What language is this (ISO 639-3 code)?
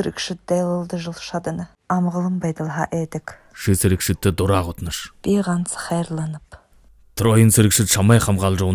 bua